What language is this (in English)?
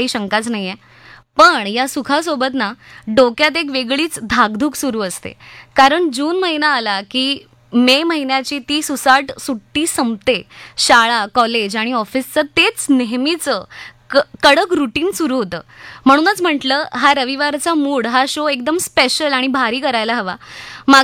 Marathi